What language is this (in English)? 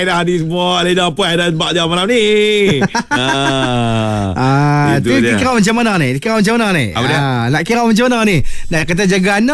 Malay